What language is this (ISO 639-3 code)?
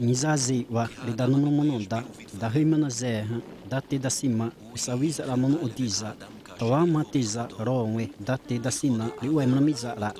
xav